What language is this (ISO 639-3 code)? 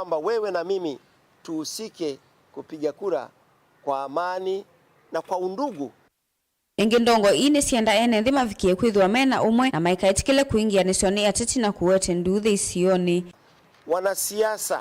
kam